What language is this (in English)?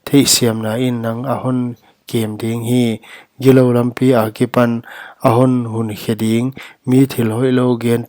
Paite Chin